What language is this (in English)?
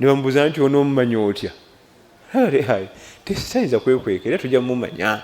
Ganda